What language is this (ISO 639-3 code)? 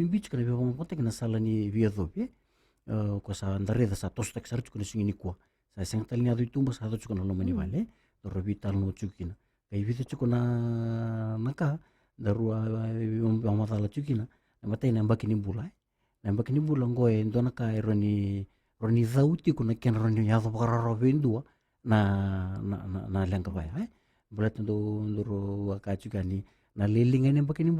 fij